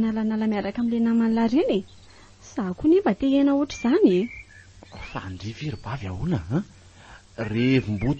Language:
Malagasy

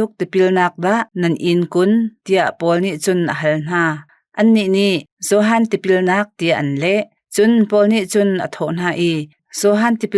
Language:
Hakha Chin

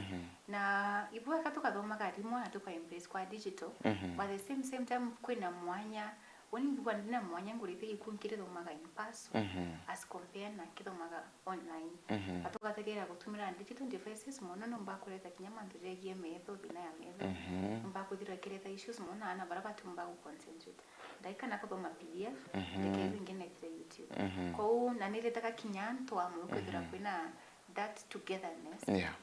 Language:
Meru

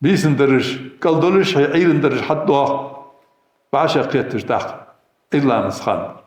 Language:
Ingush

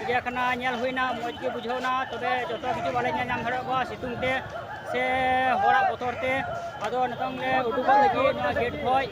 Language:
Santali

